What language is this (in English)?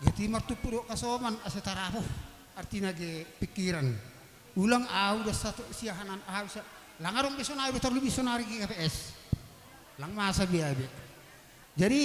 Batak Simalungun